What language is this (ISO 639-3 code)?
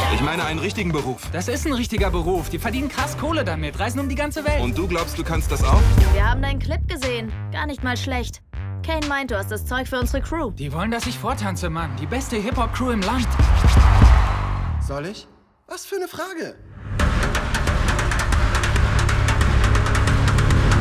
deu